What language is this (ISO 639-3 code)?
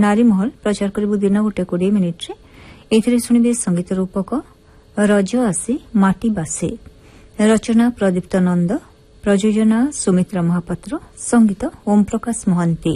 ori